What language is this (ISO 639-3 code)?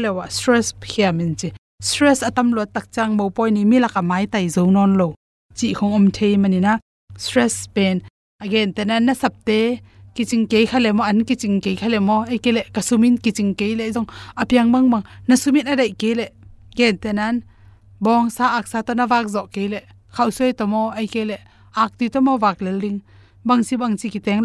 ctd